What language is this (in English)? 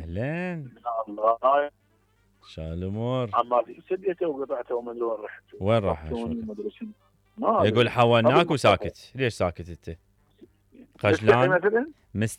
Mesopotamian Arabic